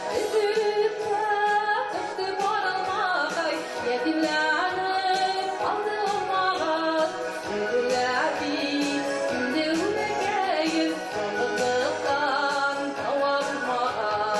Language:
Bashkir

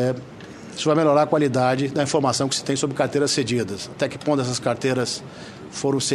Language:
Portuguese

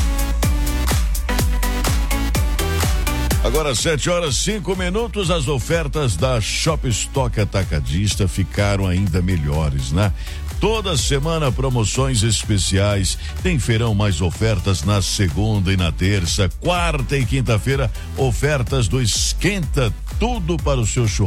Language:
Portuguese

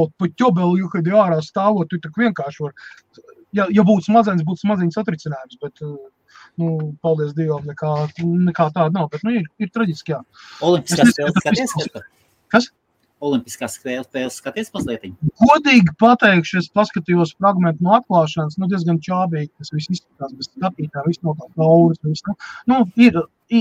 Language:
Latvian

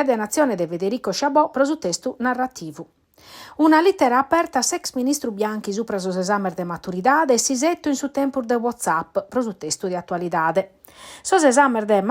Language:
Sardinian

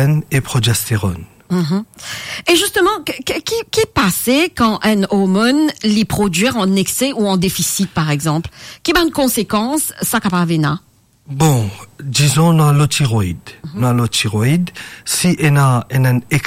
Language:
Morisyen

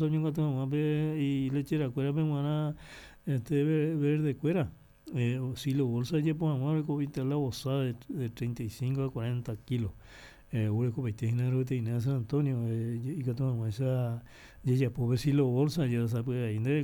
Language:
Guarani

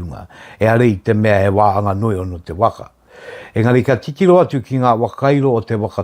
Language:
Māori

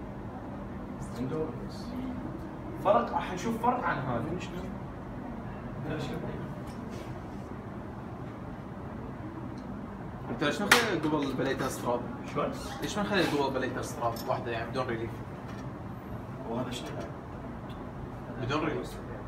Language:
Mesopotamian Arabic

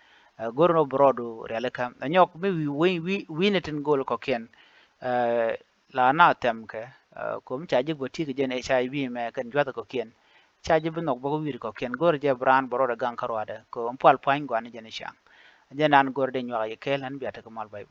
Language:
Nuer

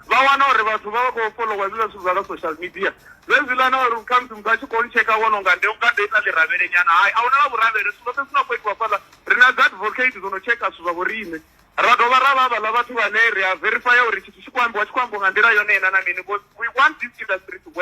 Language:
Venda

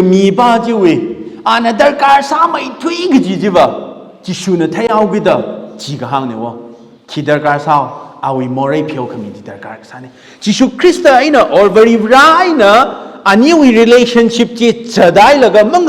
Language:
Tangkhul Naga (India)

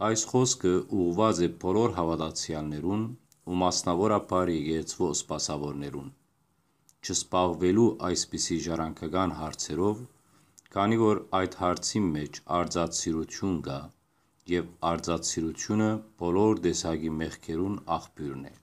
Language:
Western Armenian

